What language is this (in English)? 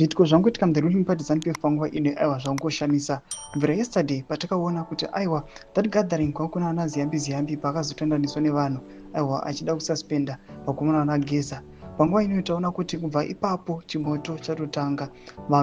Shona